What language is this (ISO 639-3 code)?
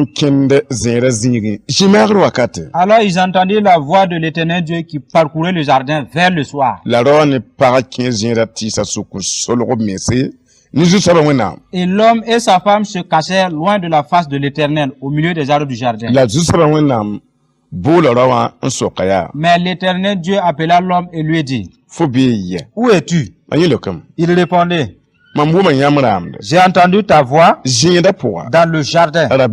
mos